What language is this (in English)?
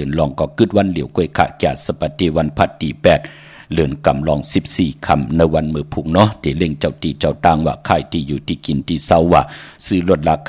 Shan